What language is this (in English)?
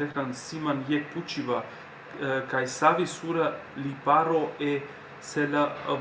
Balkan Romani